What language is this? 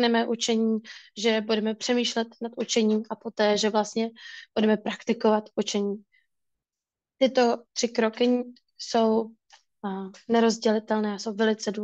Czech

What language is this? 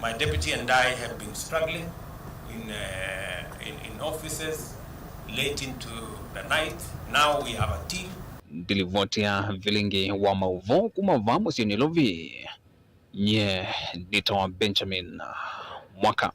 Kamba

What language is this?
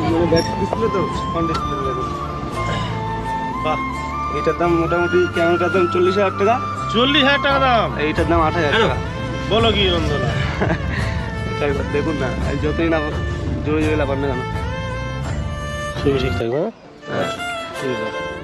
Bangla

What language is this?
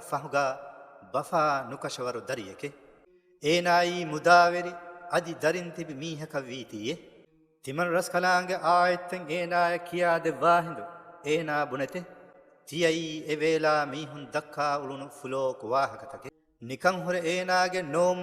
Divehi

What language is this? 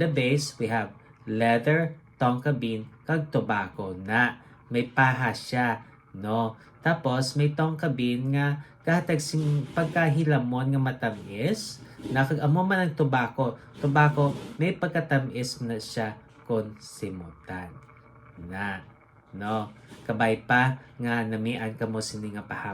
Hiligaynon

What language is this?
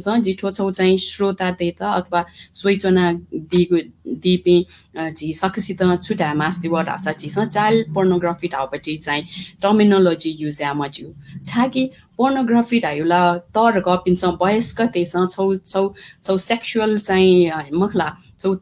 Newari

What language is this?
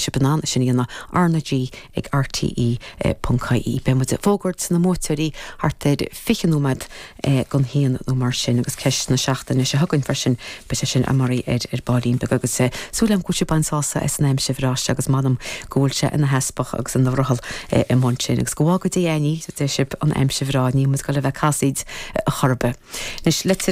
Irish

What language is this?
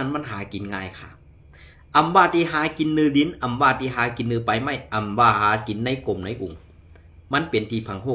Shan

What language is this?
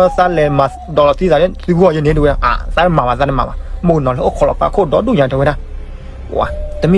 S'gaw Karen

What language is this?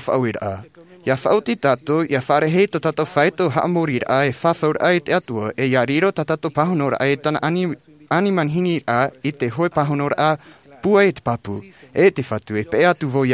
Tahitian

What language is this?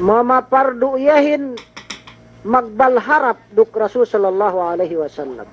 Yakan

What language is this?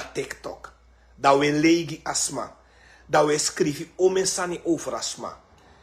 Sranan Tongo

